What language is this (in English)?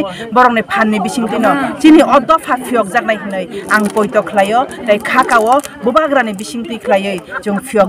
Kok Borok